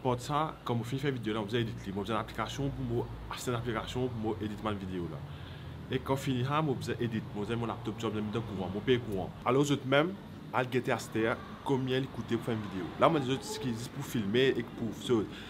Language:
Morisyen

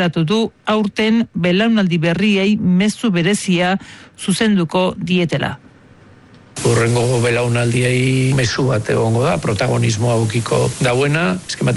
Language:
Basque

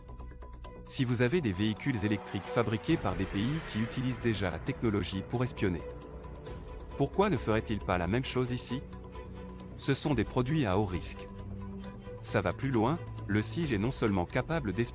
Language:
French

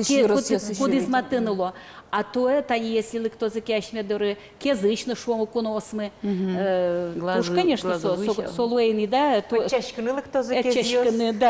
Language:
Udmurt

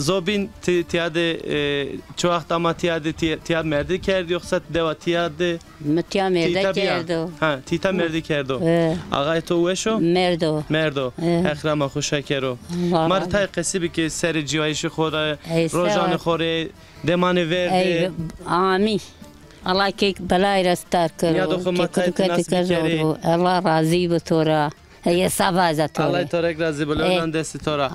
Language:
Zaza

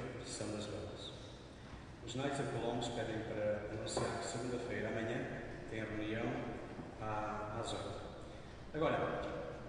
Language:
Portuguese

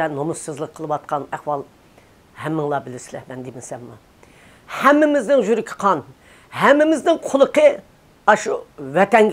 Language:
Uyghur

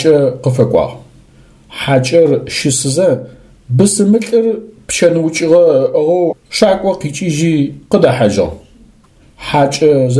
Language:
Adyghe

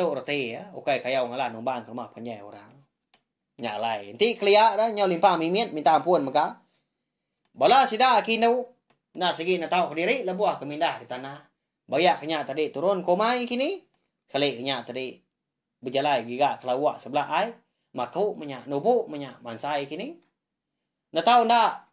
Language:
Iban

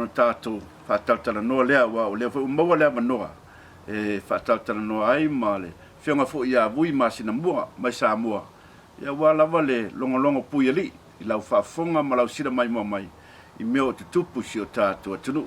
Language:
Samoan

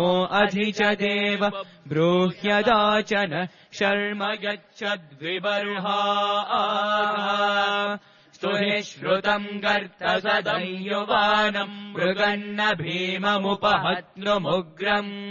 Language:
Sanskrit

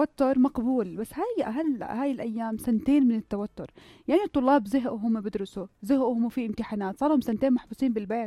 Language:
North Levantine Arabic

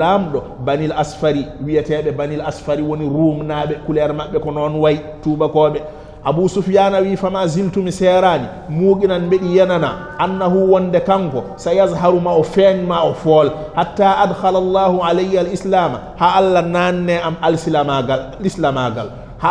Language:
Fula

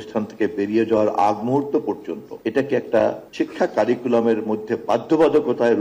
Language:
Bangla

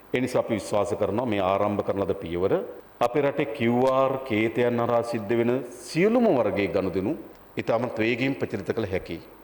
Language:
Sinhala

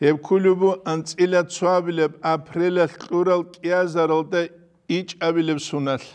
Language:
Avaric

